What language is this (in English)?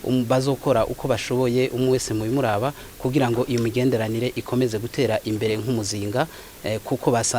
Rundi